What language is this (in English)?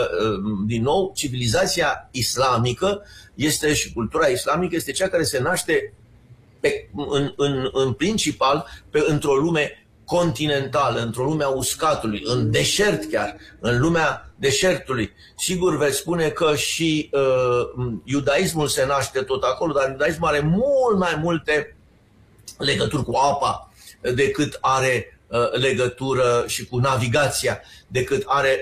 Romanian